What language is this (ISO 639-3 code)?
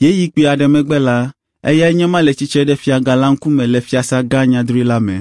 ewe